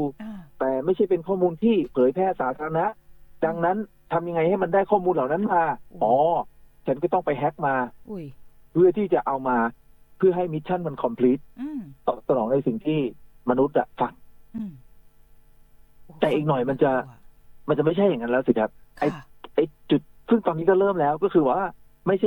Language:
Thai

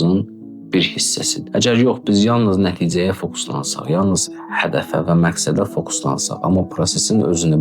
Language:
Azerbaijani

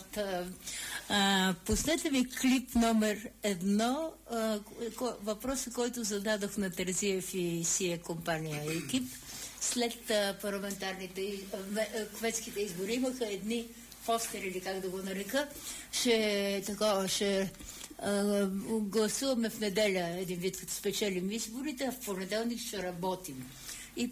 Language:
Bulgarian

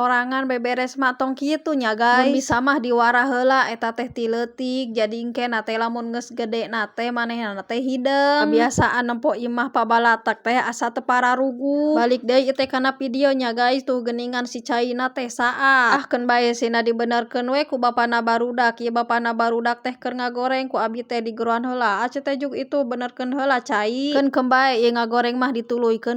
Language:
Sundanese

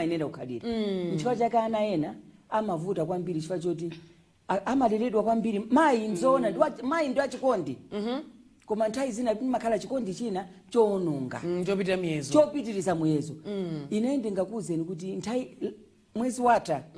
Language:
Nyanja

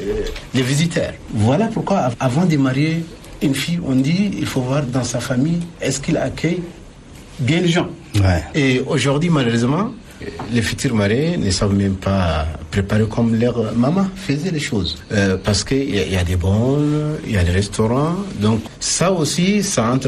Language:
French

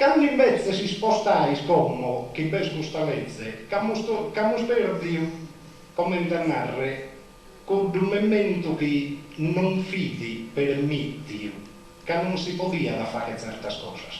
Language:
Sardinian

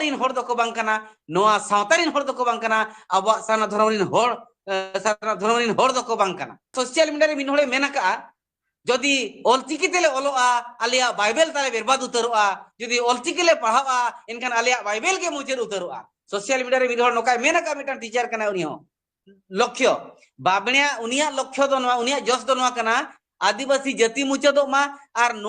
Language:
Santali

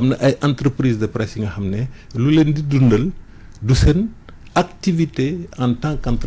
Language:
Wolof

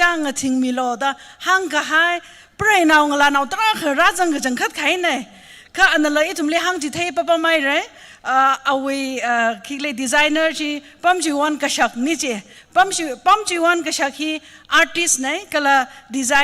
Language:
Tangkhul Naga (India)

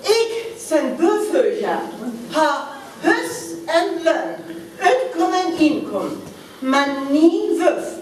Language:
Northern Frisian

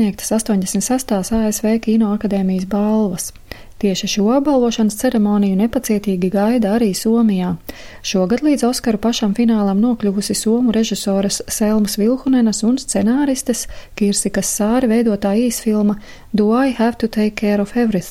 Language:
Latvian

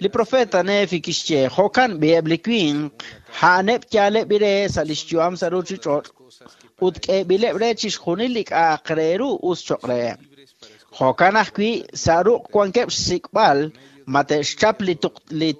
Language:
Kekchí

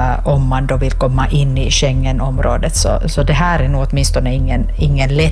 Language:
Swedish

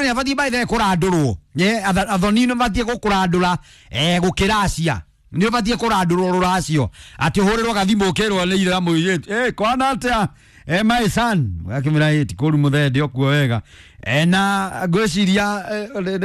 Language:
Kikuyu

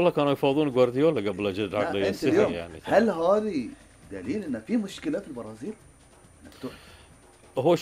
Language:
Gulf Arabic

